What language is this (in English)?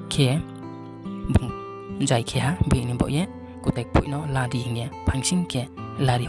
Riang (India)